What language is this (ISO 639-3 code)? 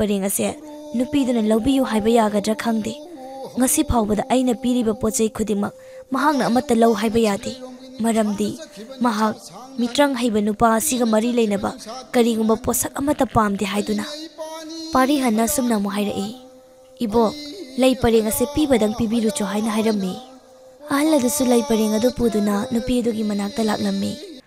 mni